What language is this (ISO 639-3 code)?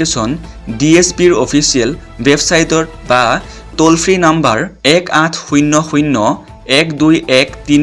asm